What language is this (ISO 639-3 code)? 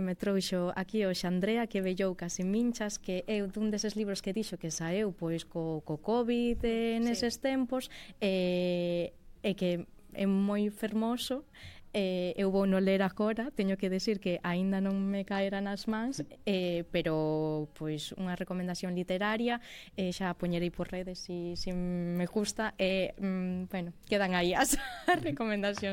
glg